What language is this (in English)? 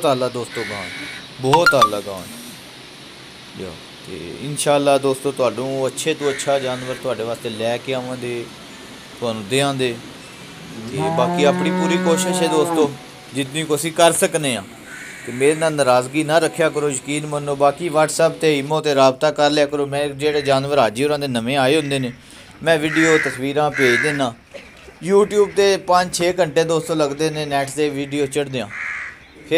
Punjabi